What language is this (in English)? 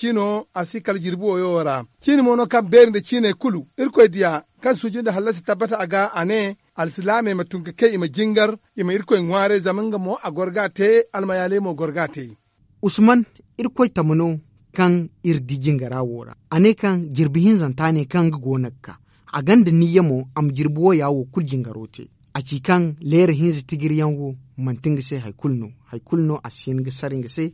Zarma